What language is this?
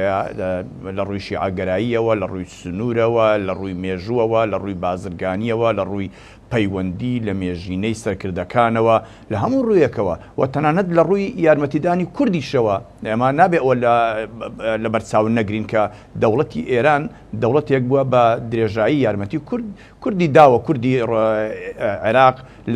Central Kurdish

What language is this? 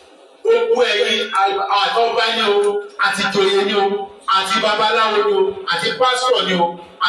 Yoruba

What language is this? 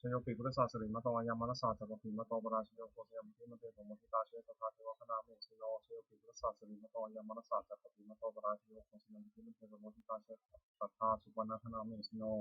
Pali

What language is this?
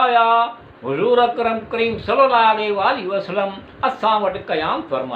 Sindhi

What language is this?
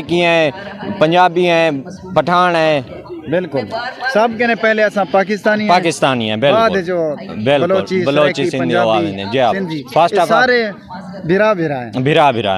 Saraiki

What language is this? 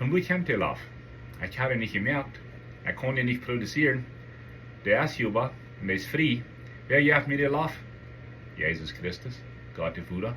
Plautdietsch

